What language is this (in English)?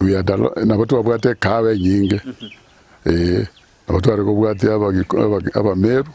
Gusii